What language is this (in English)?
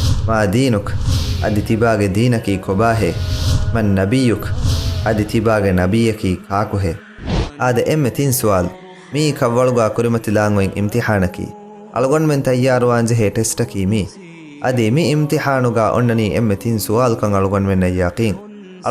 Divehi